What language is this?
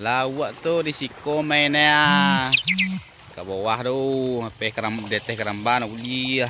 Minangkabau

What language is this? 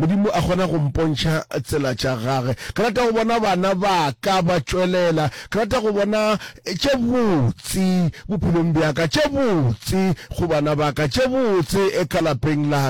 Northern Sotho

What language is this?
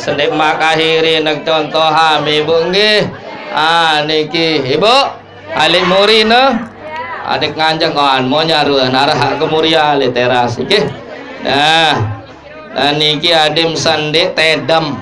Sasak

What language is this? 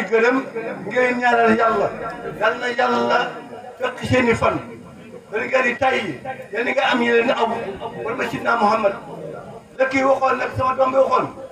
Wolof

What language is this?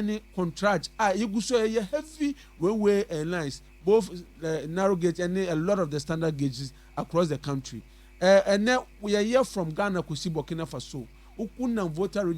Akan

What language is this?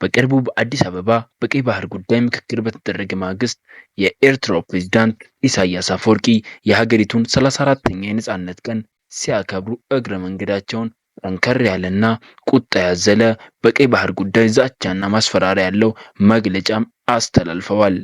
Amharic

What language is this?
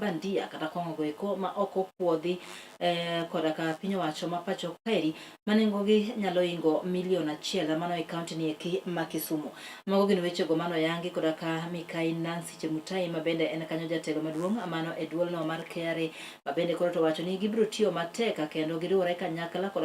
Luo (Kenya and Tanzania)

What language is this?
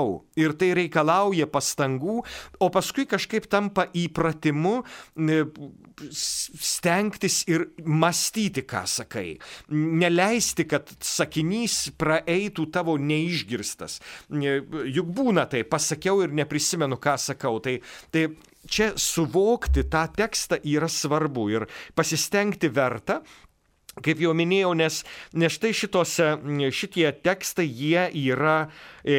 Lithuanian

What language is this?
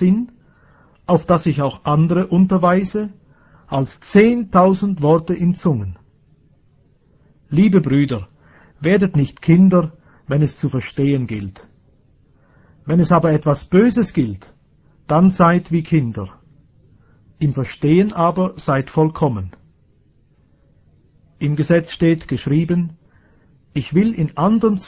German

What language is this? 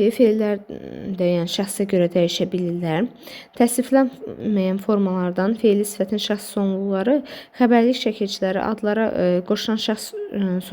Azerbaijani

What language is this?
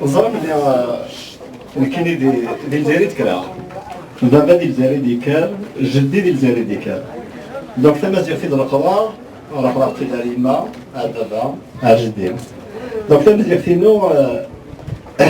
Kabyle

